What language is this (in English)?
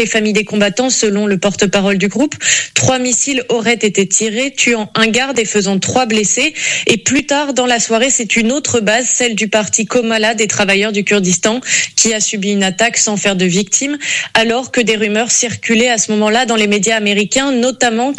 French